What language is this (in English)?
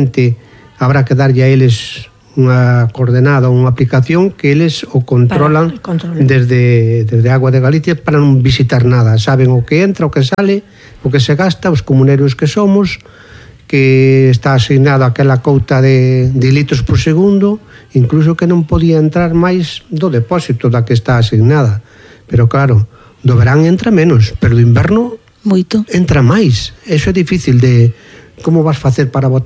Galician